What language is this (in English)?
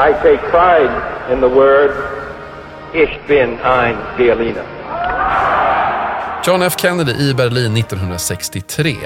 Swedish